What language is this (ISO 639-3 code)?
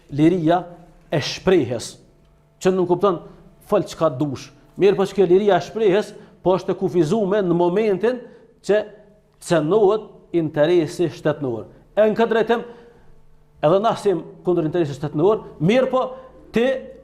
sqi